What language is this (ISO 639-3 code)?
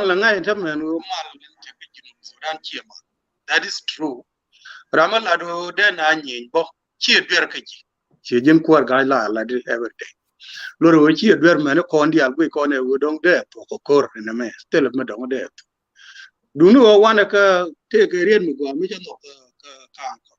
nus